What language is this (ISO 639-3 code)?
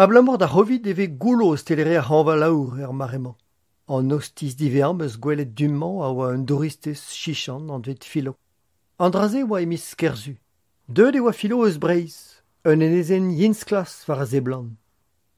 bre